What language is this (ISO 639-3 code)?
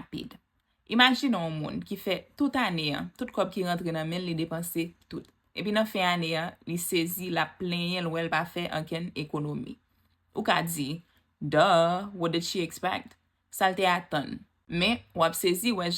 hat